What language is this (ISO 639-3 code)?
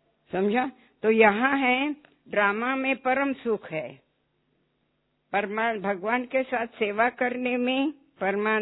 hin